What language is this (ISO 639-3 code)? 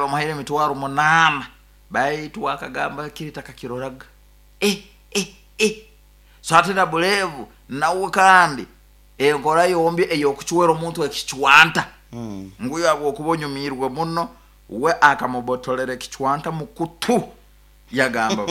nyo